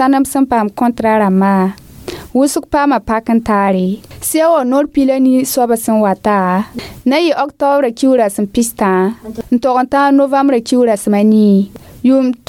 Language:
Mossi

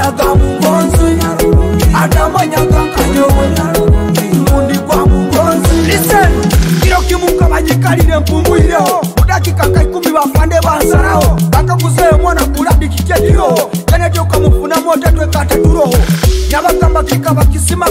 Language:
Nyoro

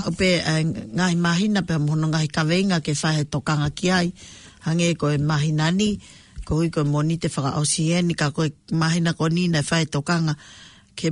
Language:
Tongan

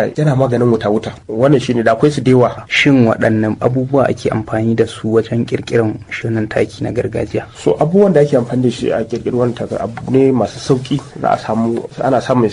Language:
Hausa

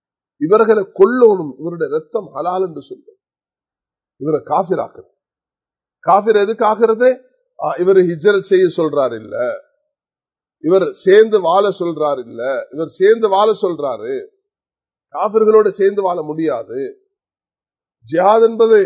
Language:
Tamil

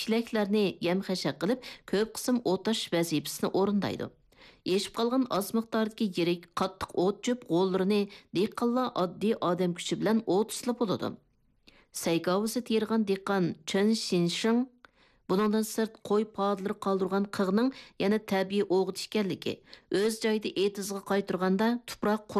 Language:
Uyghur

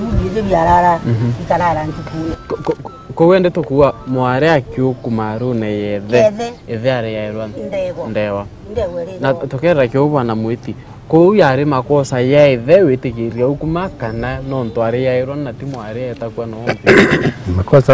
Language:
Meru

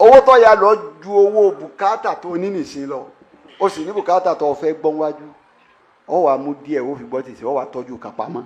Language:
Yoruba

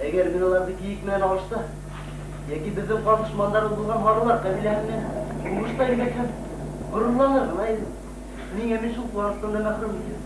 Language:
Bashkir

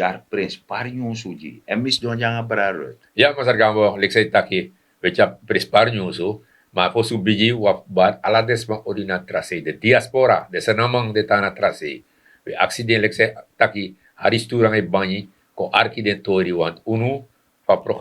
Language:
Sranan Tongo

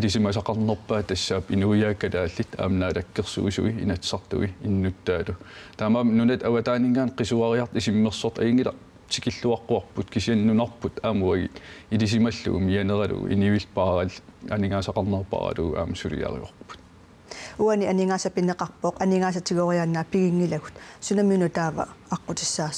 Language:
Kalaallisut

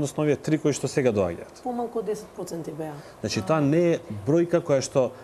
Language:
Macedonian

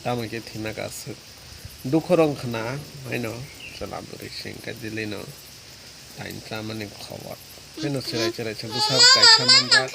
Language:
Kok Borok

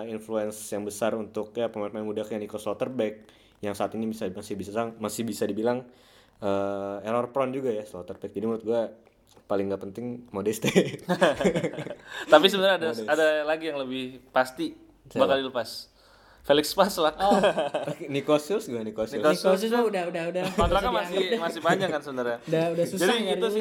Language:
Indonesian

